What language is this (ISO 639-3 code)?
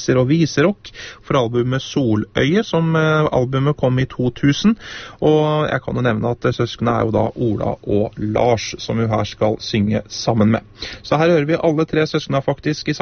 nor